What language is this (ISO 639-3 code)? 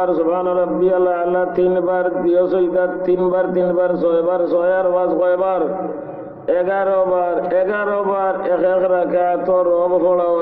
syl